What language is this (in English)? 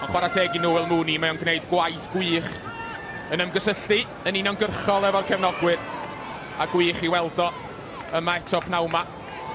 Welsh